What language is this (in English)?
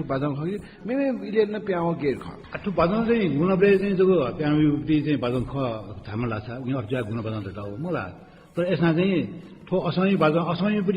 Newari